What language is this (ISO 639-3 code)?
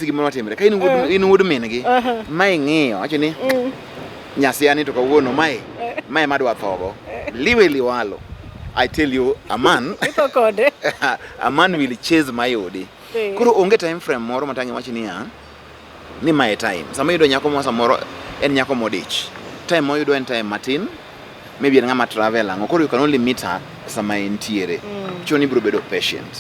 luo